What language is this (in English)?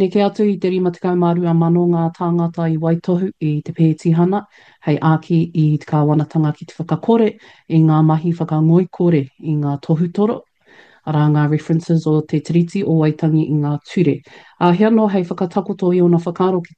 Māori